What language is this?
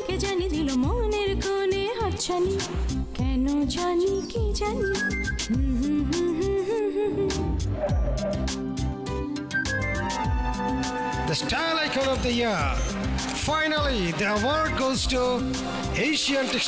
Bangla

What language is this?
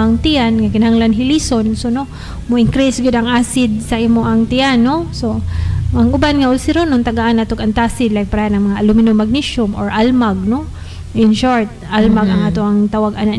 Cebuano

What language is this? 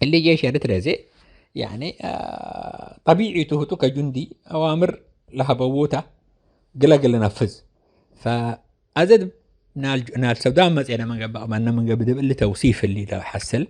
Tigre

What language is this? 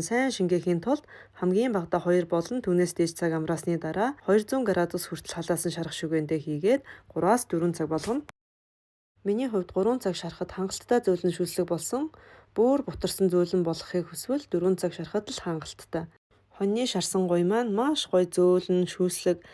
Mongolian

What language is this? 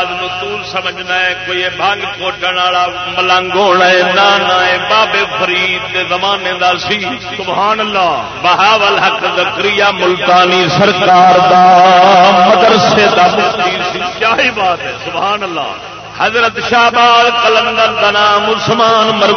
Saraiki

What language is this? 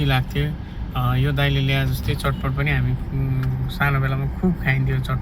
Nepali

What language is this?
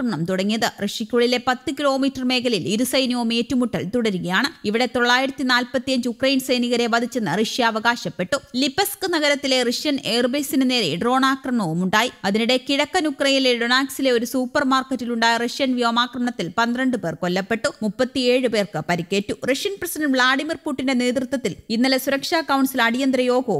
Malayalam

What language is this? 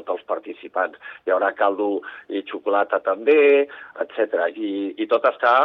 Catalan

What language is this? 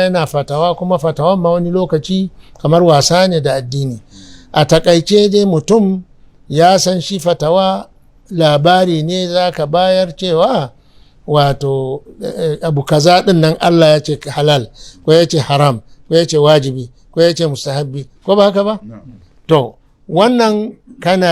Hausa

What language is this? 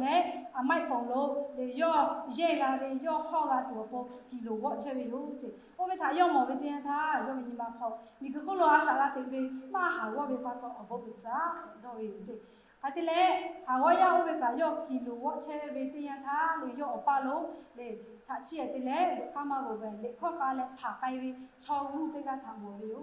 Lahu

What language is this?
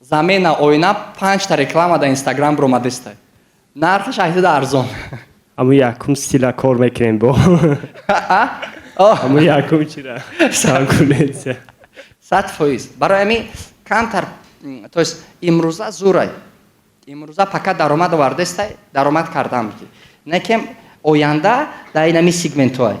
Tajik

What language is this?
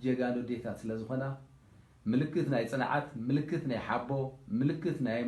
Tigrinya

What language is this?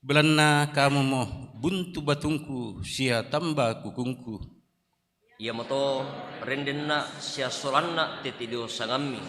Toraja-Sa'dan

